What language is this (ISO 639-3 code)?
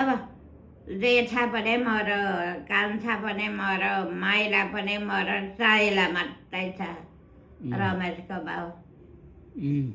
nep